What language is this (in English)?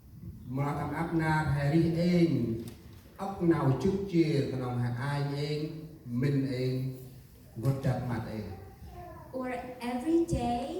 Central Mnong